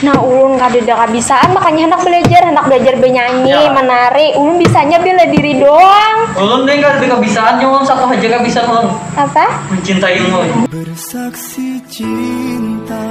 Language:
Banjar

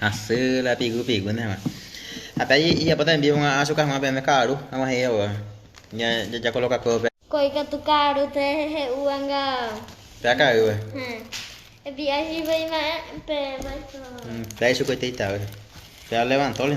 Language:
Guarani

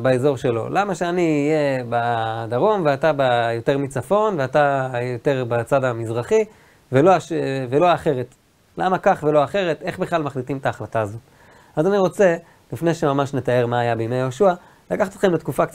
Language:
Hebrew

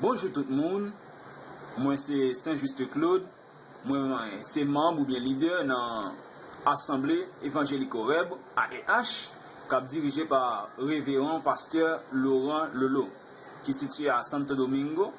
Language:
Haitian Creole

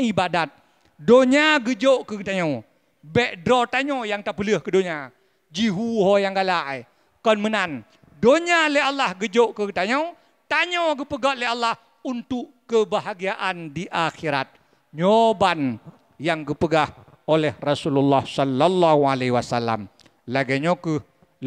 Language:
Achinese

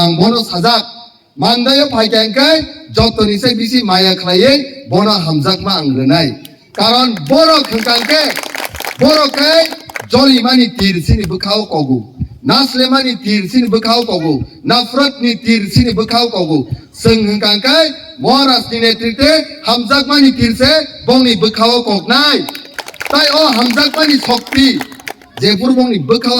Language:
Kok Borok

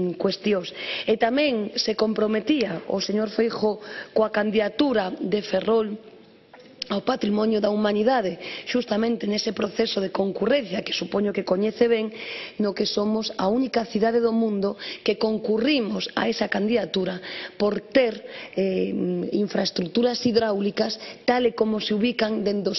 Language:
Galician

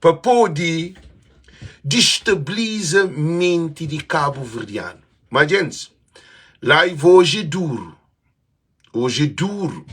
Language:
Kabuverdianu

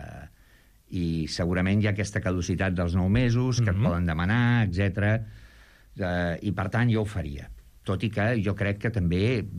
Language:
Catalan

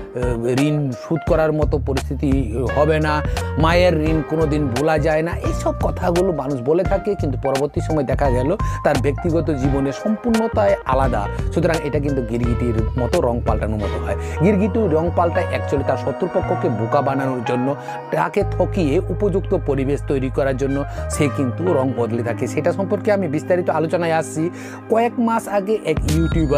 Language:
Bangla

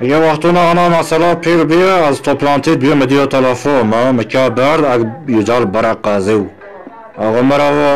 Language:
Zaza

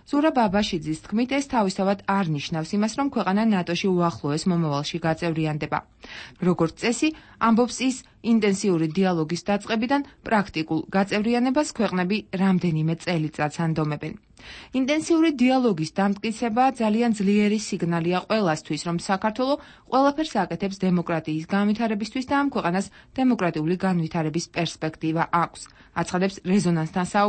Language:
Georgian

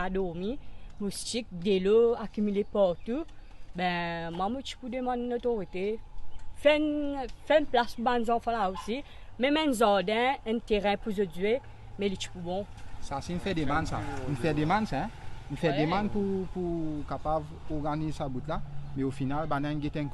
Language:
Morisyen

